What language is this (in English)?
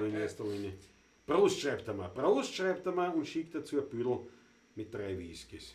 Bavarian